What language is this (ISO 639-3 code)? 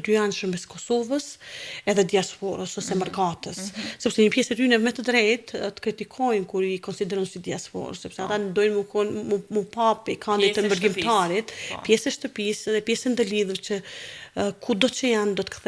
sqi